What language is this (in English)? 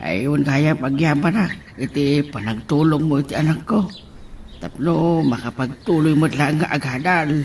Iloko